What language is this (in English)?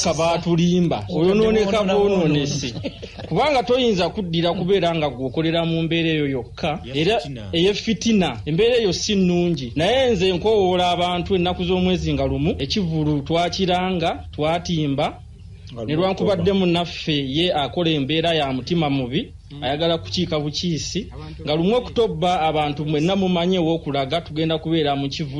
Ganda